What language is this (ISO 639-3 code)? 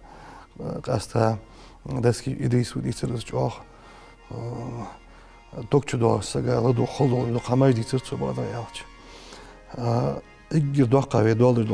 inh